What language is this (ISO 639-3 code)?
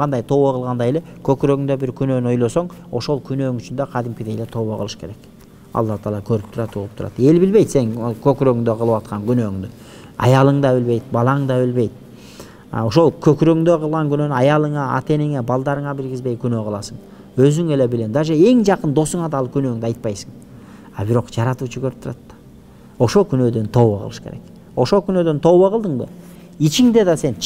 kir